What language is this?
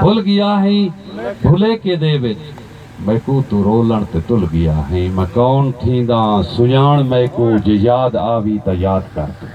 Saraiki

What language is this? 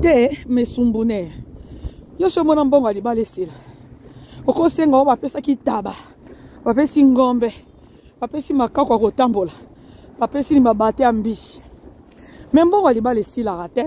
Lingala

